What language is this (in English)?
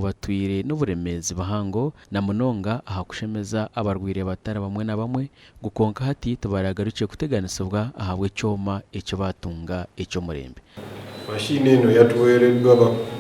Nyankole